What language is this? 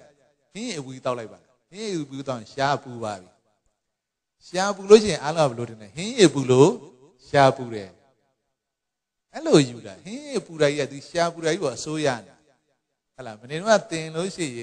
Burmese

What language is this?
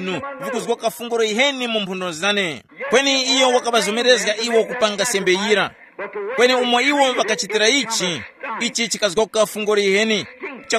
Tumbuka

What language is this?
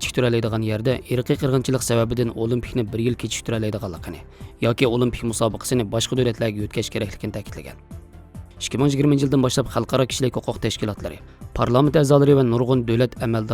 Uyghur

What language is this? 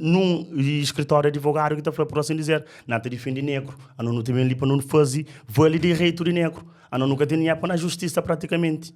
Kabuverdianu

